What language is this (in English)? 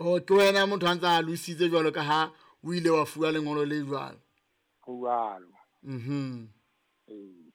Southern Sotho